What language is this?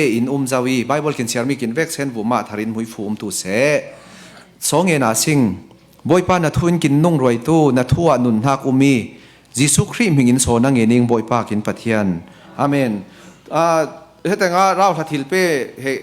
Falam Chin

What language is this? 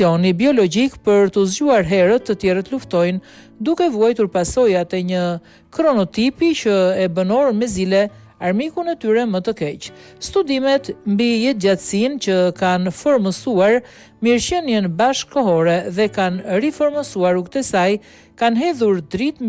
Albanian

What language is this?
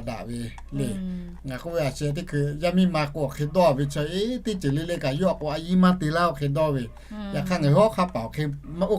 Lahu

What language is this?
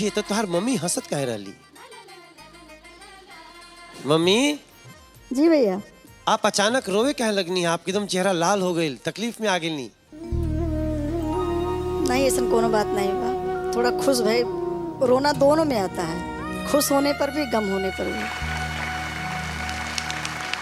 Bhojpuri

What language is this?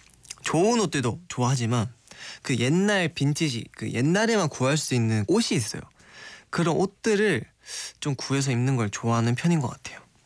Korean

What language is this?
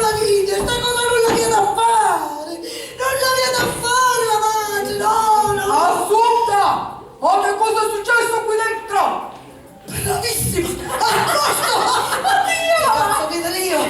Sicilian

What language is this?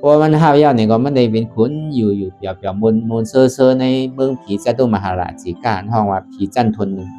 Shan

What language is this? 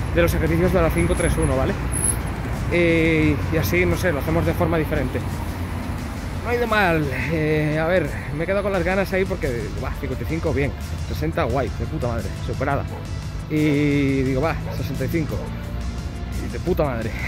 Spanish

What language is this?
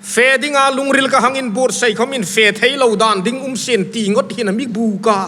Hmar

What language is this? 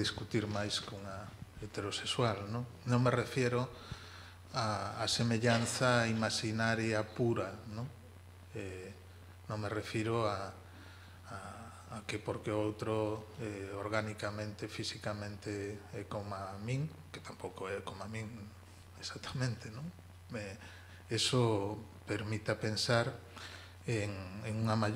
Galician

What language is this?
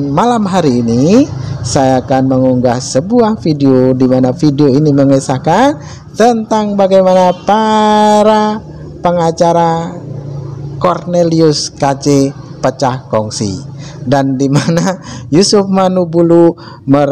Indonesian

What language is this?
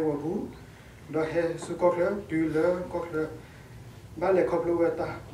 S'gaw Karen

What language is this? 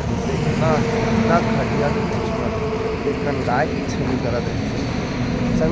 Chhattisgarhi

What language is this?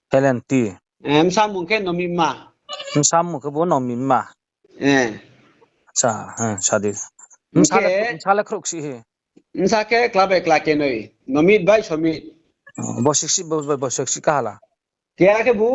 Riang (India)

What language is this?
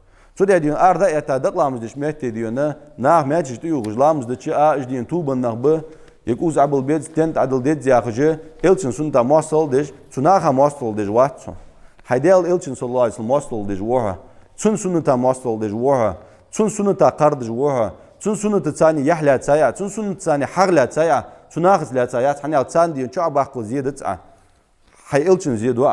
Ingush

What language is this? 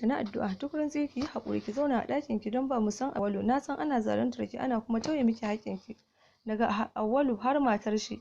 Hausa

